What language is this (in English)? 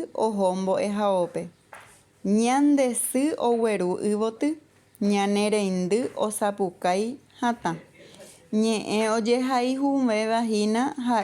Guarani